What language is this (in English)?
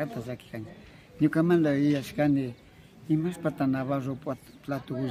Imbabura Highland Quichua